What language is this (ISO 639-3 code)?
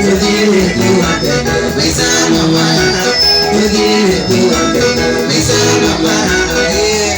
kik